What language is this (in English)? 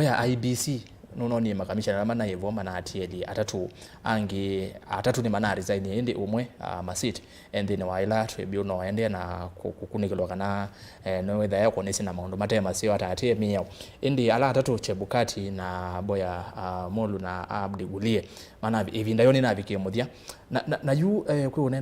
Kamba